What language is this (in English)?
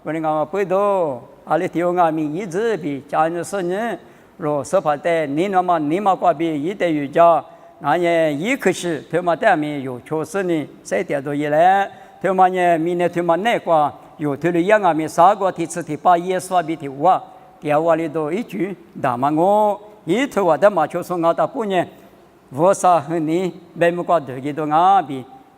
Lisu